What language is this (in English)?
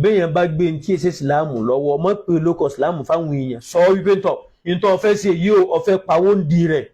Yoruba